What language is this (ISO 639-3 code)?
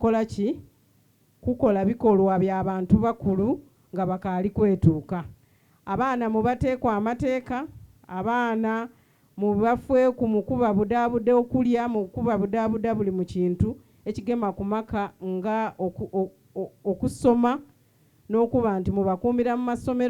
xog